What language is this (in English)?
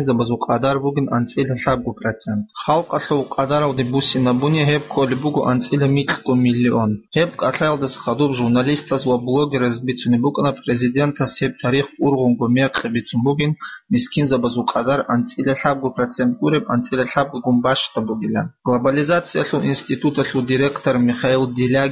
Avaric